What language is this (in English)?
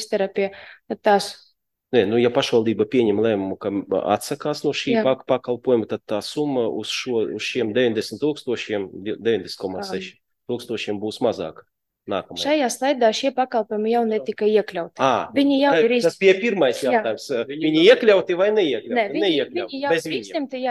Latvian